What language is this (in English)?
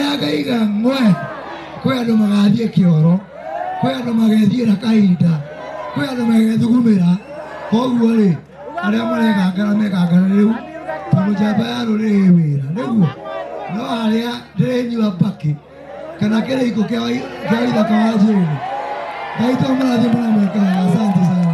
Kikuyu